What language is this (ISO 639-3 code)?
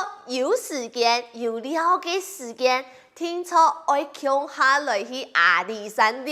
hak